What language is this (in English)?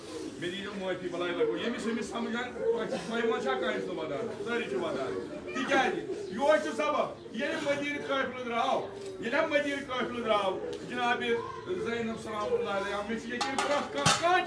Kashmiri